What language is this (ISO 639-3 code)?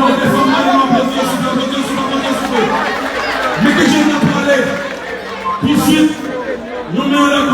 hat